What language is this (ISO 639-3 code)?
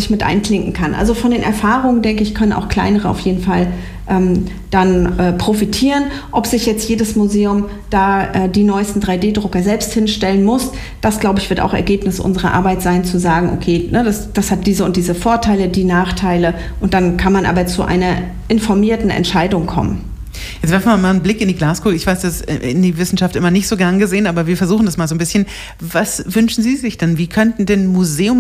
deu